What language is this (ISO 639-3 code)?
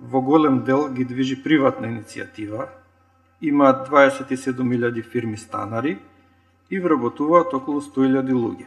mkd